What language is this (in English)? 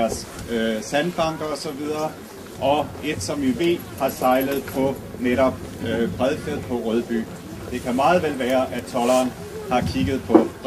Danish